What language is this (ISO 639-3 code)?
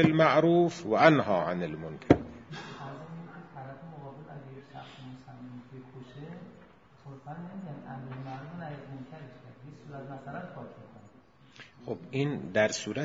fas